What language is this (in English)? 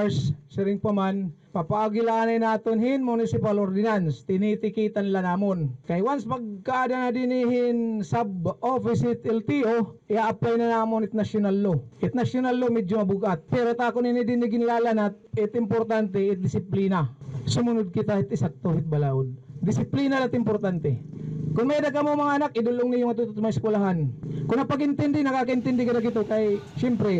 Waray